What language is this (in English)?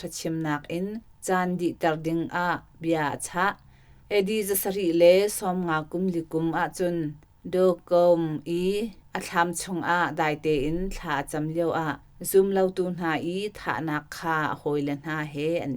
Hakha Chin